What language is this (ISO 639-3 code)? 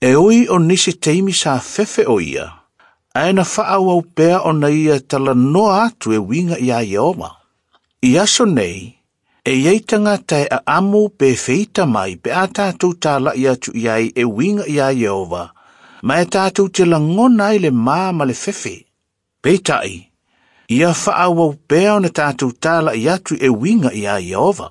smo